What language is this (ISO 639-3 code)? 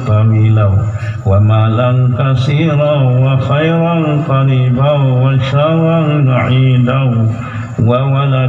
ace